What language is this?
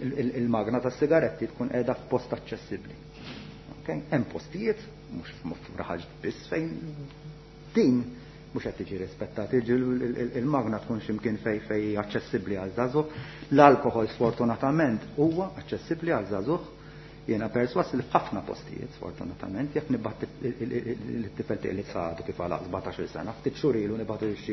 Maltese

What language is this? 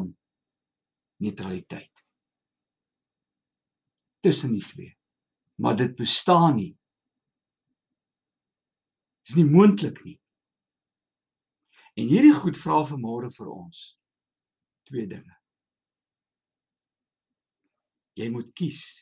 Afrikaans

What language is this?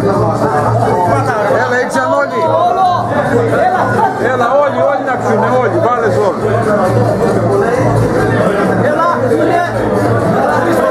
Greek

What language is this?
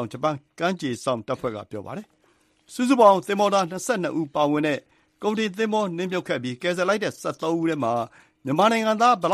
Burmese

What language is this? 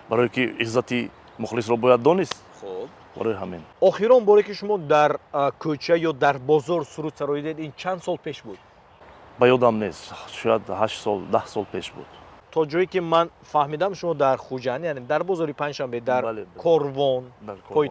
Tajik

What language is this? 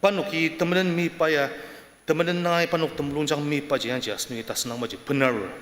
Ao Naga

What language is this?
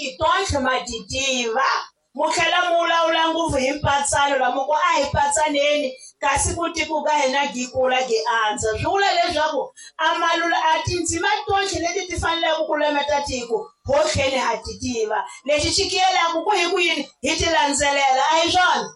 Tsonga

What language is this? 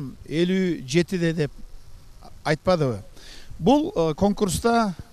Kyrgyz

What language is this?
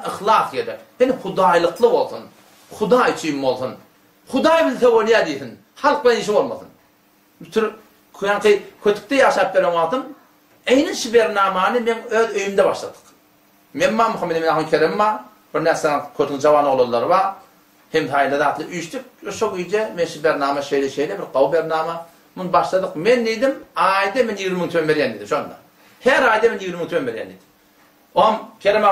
Turkmen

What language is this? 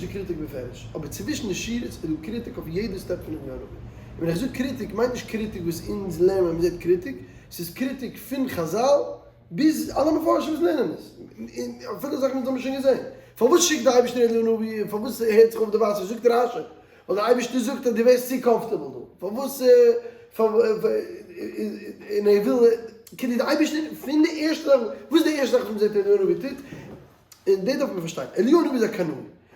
Yiddish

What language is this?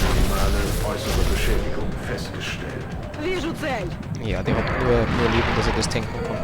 Bavarian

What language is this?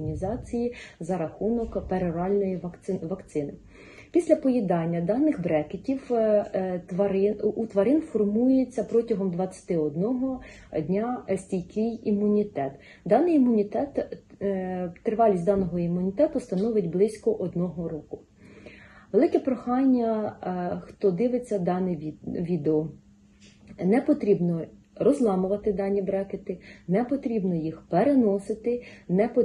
Ukrainian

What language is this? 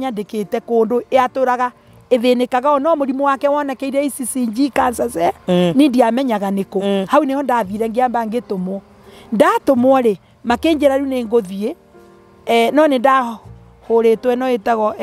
Kikuyu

